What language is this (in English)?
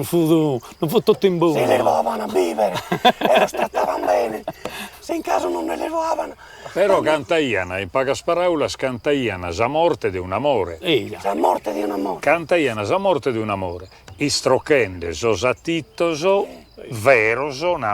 Sardinian